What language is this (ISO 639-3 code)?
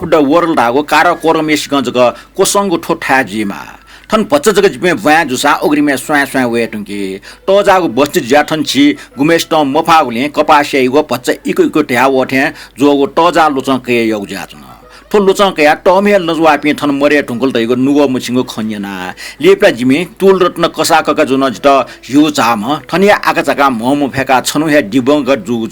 new